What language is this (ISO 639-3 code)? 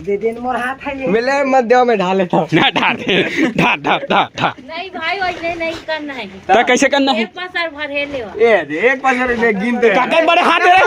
hne